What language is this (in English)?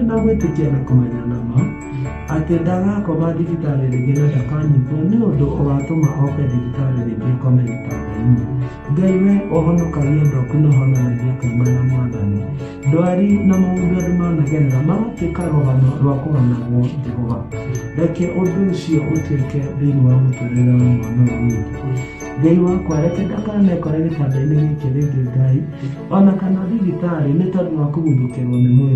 Kikuyu